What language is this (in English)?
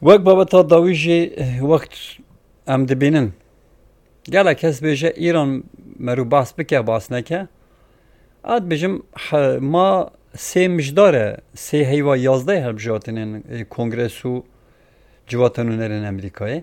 Kurdish